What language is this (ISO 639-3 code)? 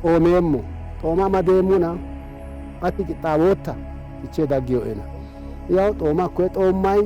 sid